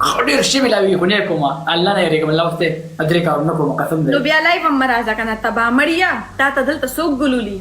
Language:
Pashto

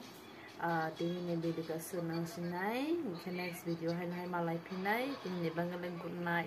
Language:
Kok Borok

